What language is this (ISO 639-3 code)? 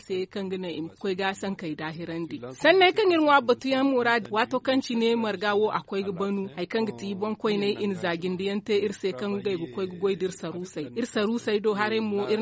dje